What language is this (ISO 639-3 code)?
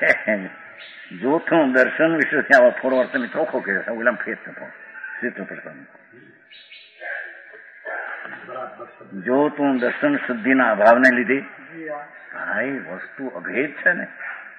guj